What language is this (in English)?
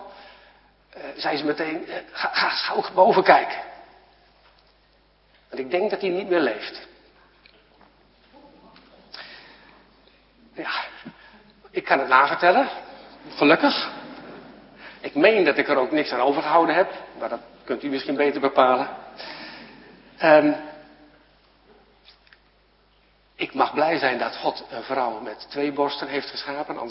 Dutch